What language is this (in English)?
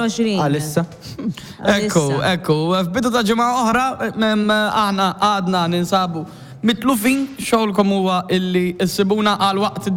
Maltese